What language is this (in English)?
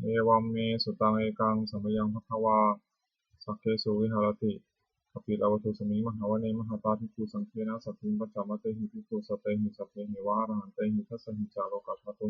Pali